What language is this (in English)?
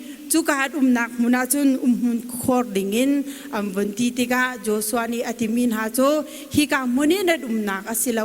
Hakha Chin